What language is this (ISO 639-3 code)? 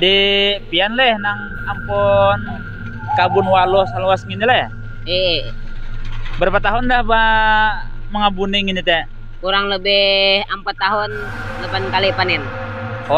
bjn